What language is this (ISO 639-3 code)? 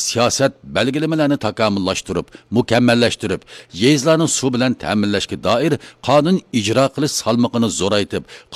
uig